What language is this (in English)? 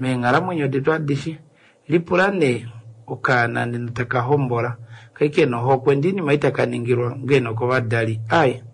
Kuanyama